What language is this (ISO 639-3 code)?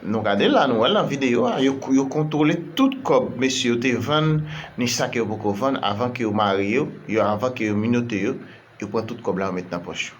hat